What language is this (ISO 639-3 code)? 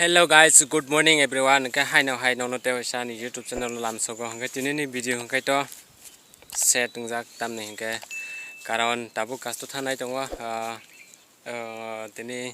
trp